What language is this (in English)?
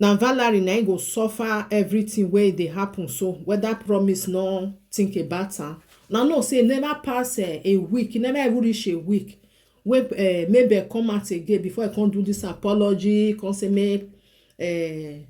Nigerian Pidgin